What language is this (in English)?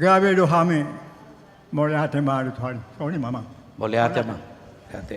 Batak Toba